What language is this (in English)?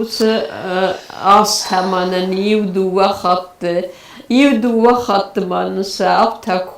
Ossetic